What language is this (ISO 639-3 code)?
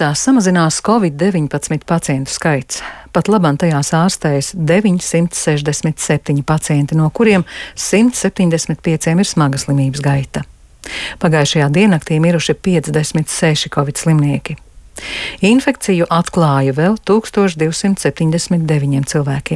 lav